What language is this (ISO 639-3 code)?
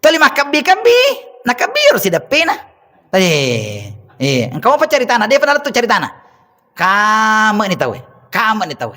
bug